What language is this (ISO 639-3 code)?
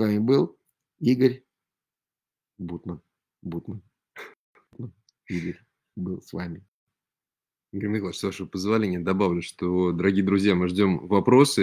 rus